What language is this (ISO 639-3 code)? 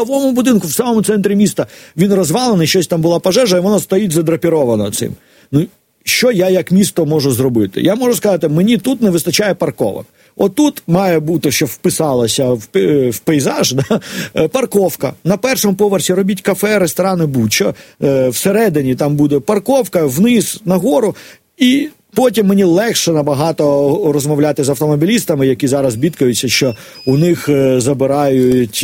ukr